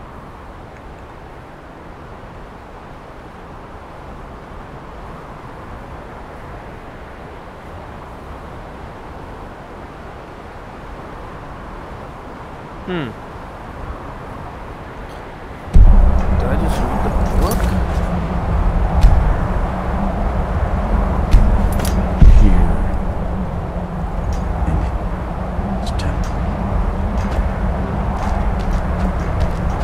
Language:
English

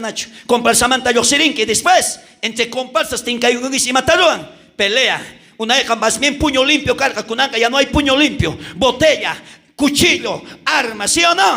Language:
South Bolivian Quechua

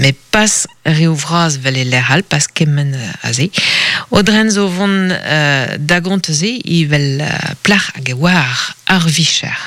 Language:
Breton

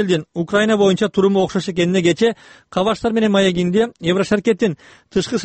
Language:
Kyrgyz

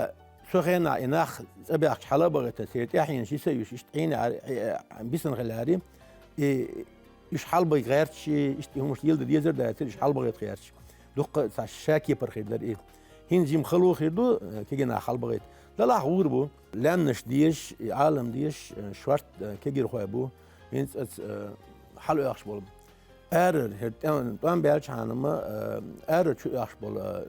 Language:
Chechen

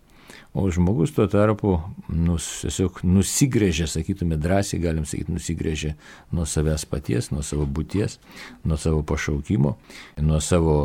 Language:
Lithuanian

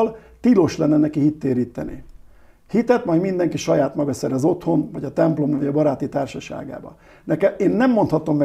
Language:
Hungarian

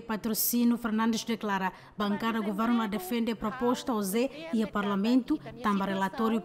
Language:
Tetum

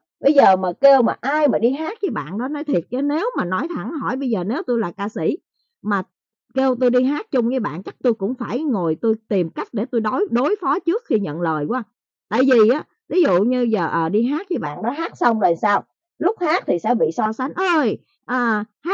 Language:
Vietnamese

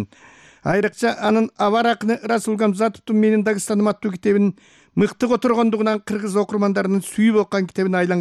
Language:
Kyrgyz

